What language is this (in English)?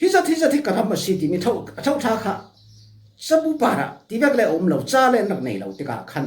Falam Chin